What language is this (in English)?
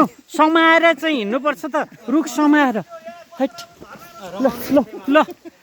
Nepali